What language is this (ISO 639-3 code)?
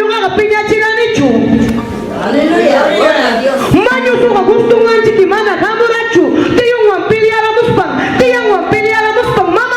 quy